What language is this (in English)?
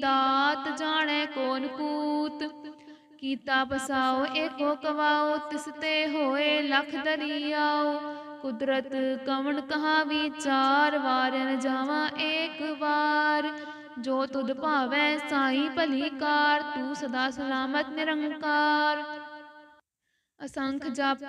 Punjabi